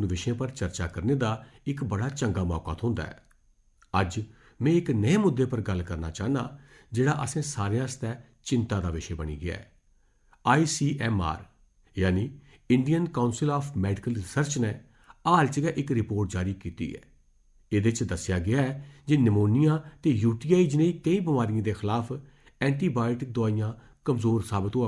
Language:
Dogri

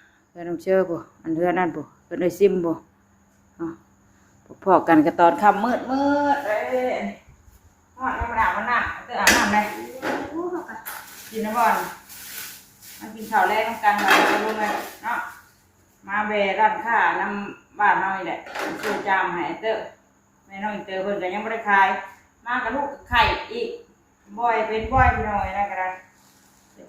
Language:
Northeastern Thai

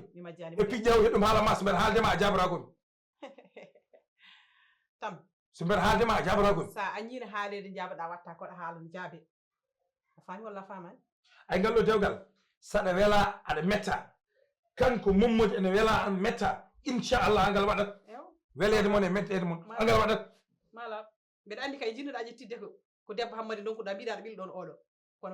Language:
Fula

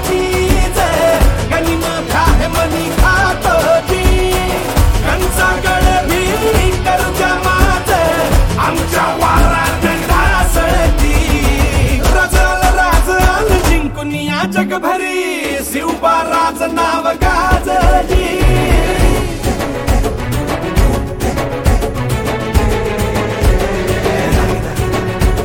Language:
Marathi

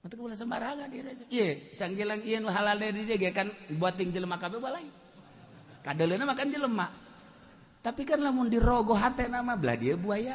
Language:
Sundanese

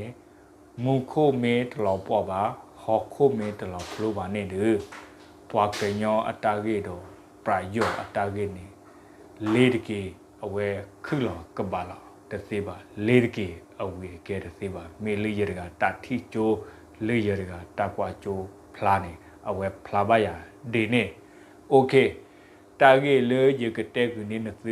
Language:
S'gaw Karen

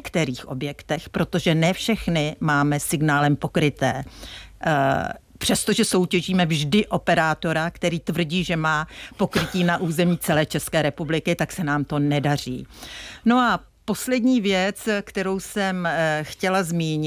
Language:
Czech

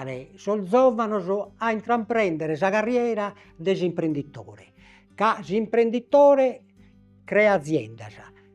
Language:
Sardinian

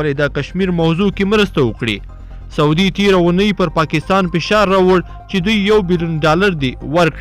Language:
Pashto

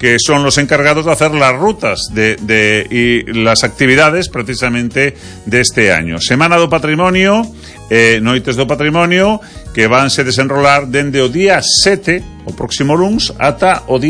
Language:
Galician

